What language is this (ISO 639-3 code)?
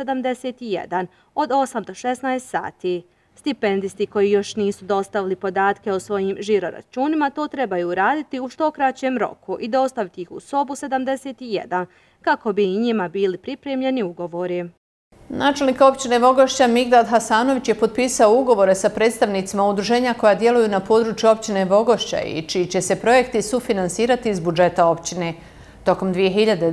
bos